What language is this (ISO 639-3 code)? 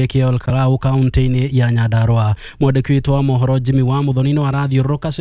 kik